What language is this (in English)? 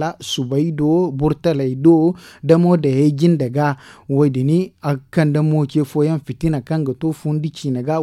Zarma